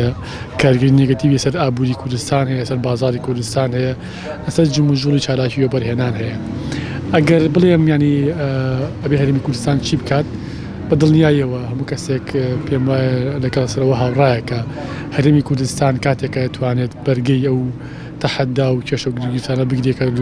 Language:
Central Kurdish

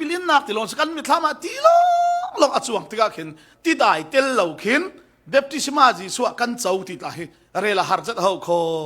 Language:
Falam Chin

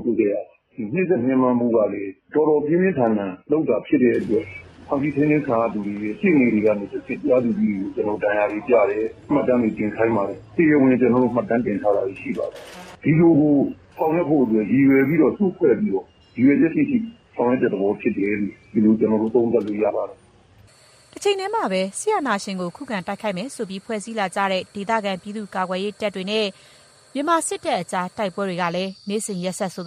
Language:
Burmese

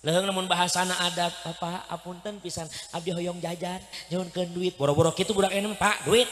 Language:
Sundanese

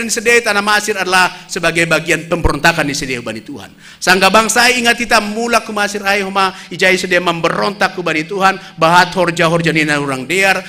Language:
Batak Simalungun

